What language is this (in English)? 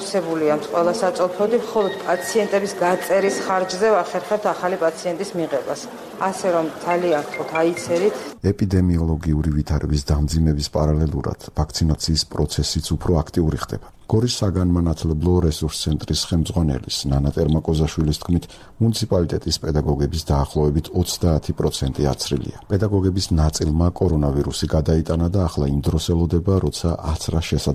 Georgian